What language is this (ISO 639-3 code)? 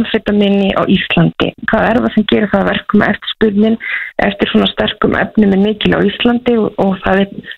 isl